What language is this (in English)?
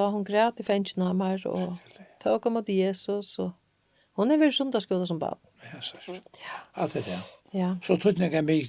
Faroese